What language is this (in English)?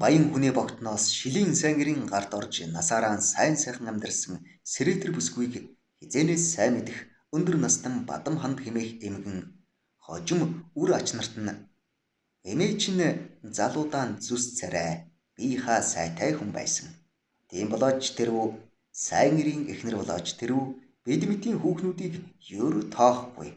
Mongolian